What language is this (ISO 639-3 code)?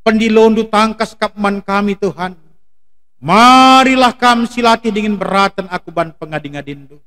btx